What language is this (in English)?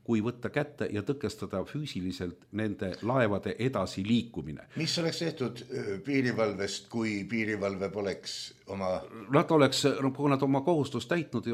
Estonian